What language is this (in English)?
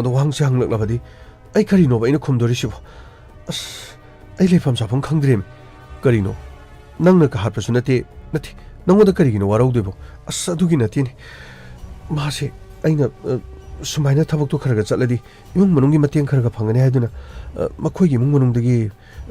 Manipuri